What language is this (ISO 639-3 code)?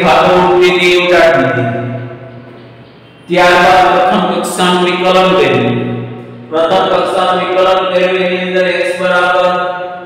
guj